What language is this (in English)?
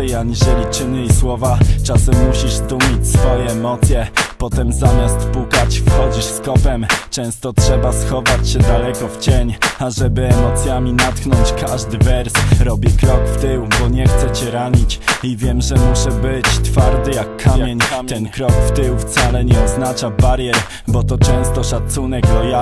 Polish